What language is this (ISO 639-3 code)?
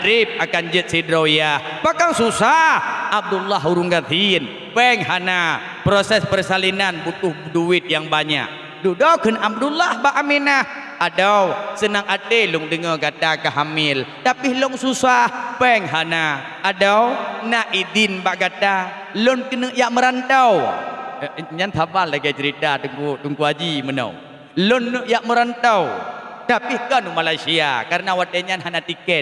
ace